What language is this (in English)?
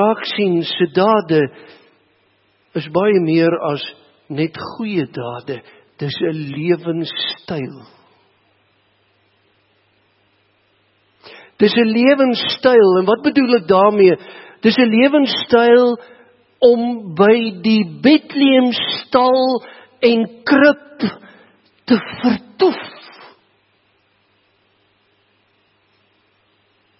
Afrikaans